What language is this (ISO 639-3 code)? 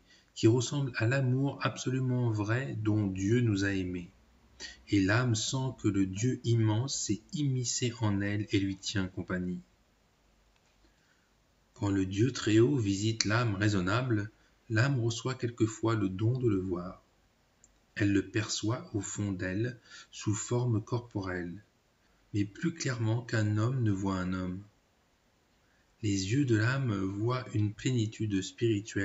fra